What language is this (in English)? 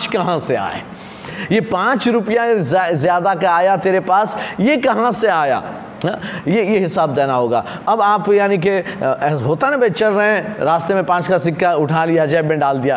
Urdu